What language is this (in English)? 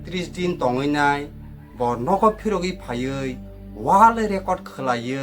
Kok Borok